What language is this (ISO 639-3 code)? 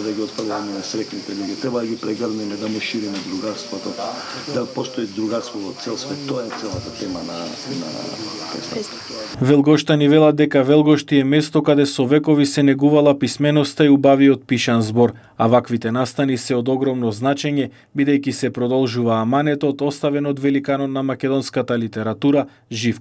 mkd